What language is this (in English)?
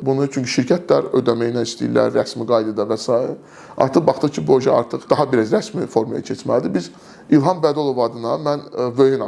Azerbaijani